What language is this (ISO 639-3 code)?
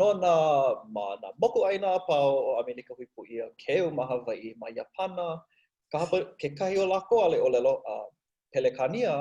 haw